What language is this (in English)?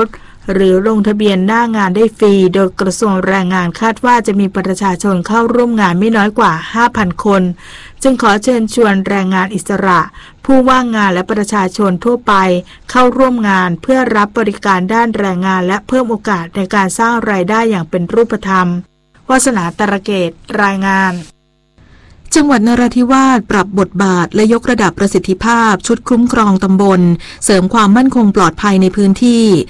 Thai